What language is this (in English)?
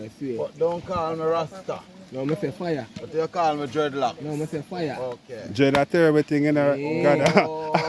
Jamaican Creole English